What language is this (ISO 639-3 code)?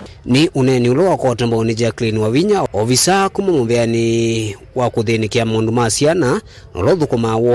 kam